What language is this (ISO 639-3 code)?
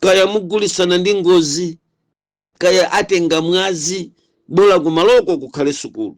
nya